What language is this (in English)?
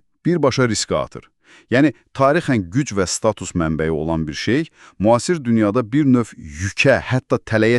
Azerbaijani